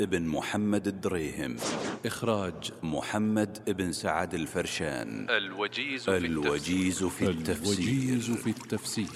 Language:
Najdi Arabic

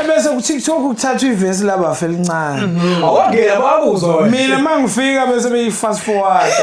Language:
Zulu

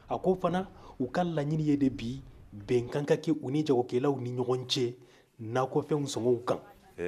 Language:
Bambara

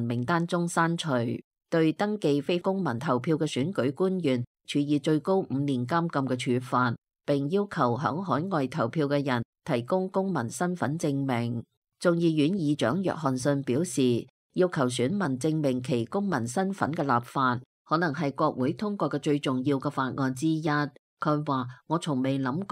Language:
Cantonese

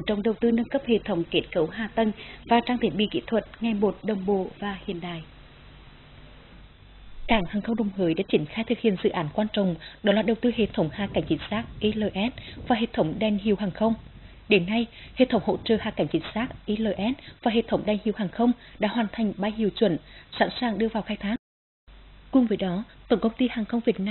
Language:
Vietnamese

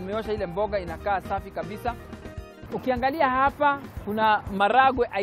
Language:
Swahili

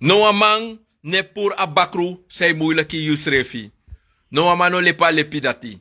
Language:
Sranan Tongo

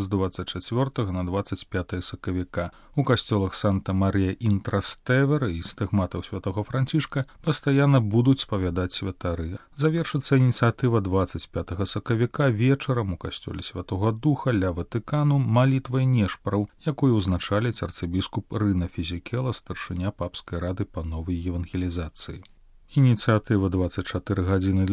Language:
Belarusian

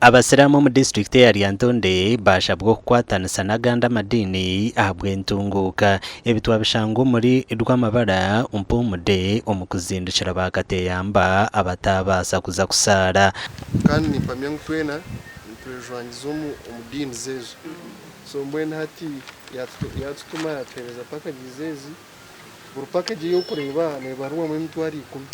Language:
Nyankole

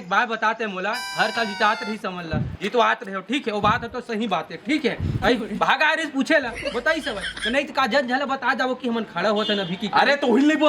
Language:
Chhattisgarhi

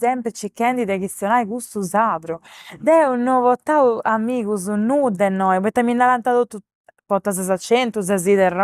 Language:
Sardinian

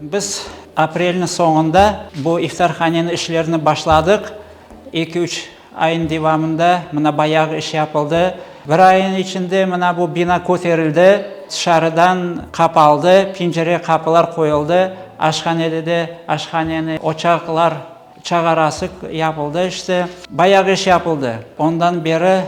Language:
Crimean Tatar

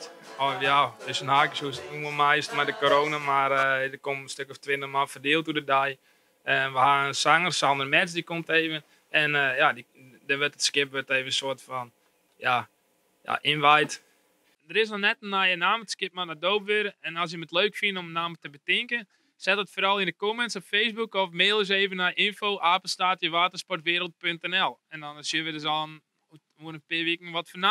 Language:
Western Frisian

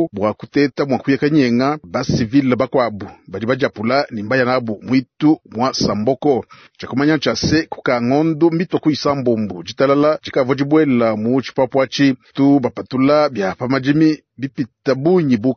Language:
Luba-Lulua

